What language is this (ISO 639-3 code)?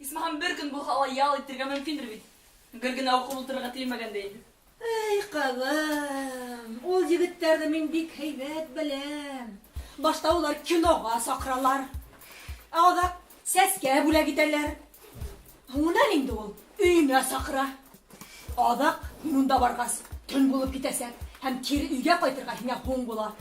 bak